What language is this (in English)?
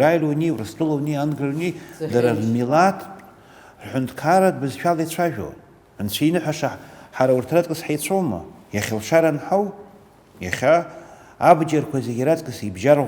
Abkhazian